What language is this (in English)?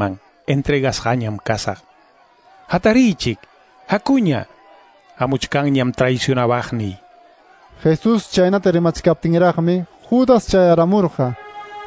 Quechua